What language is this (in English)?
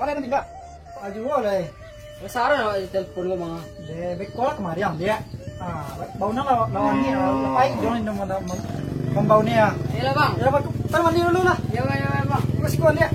Minangkabau